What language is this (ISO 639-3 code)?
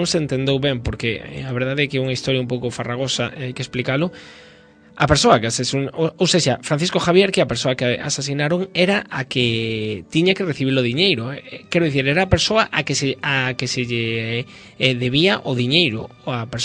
glg